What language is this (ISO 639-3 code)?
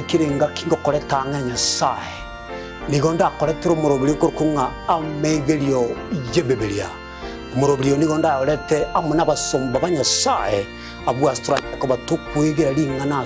guz